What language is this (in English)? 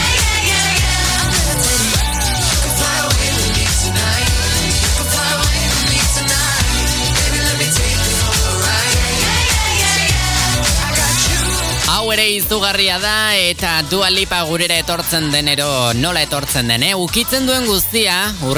Basque